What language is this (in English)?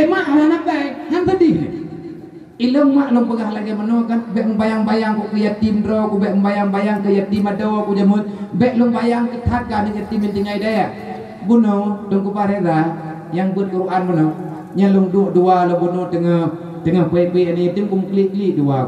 Achinese